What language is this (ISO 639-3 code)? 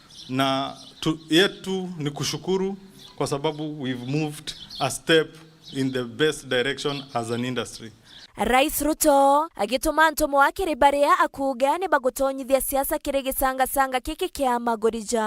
mer